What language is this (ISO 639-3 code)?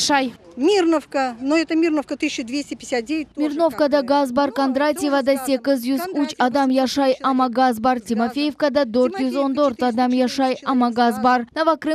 crh